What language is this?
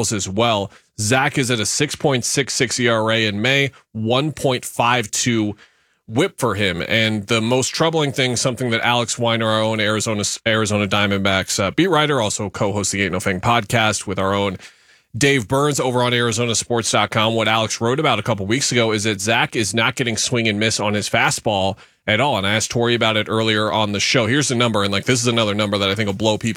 English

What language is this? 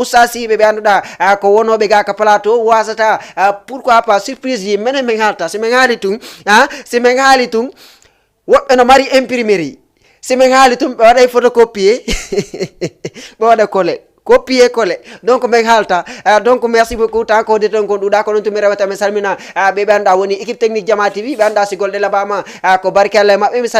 Fula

